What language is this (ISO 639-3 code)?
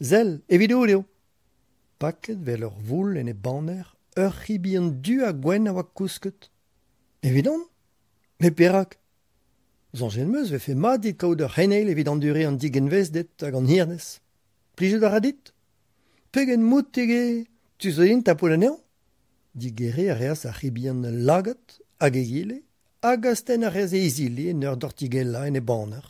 bre